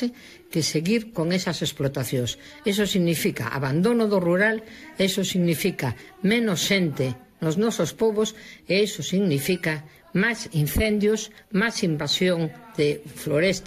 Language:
Galician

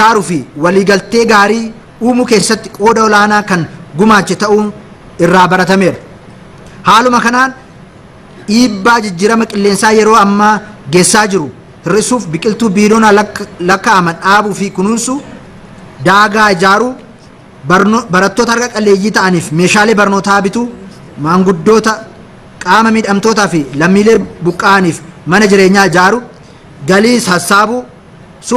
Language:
Oromo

